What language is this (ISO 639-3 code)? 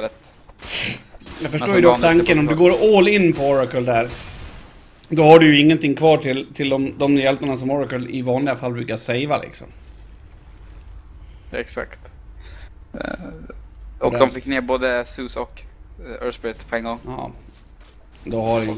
swe